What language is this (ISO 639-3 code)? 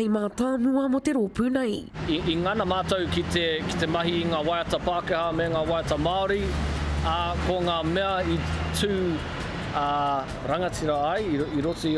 mri